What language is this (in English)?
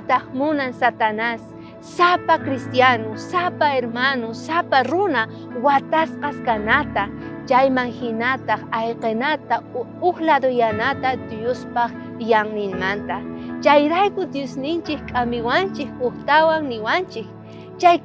South Bolivian Quechua